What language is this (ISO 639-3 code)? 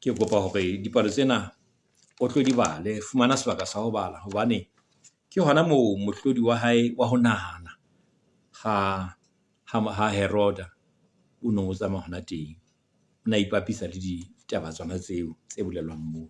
sot